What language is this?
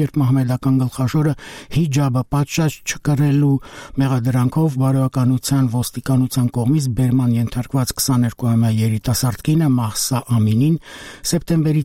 Armenian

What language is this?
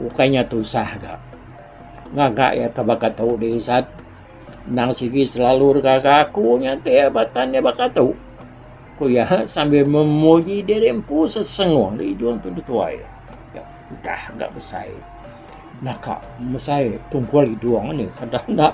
Iban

